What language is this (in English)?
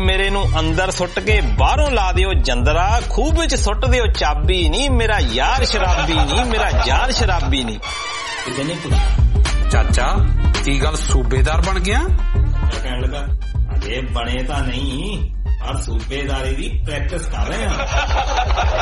Punjabi